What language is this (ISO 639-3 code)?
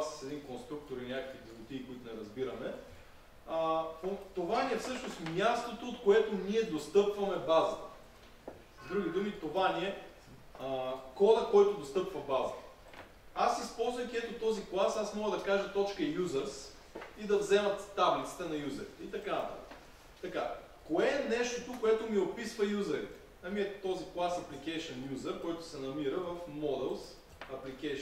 bul